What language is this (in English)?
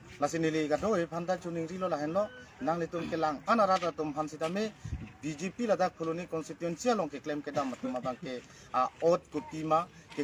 Karbi